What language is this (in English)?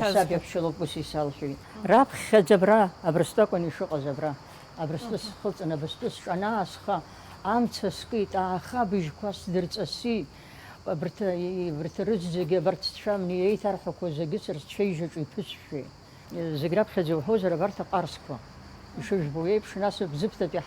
Abkhazian